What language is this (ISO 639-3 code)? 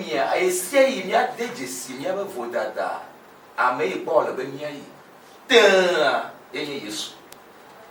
ewe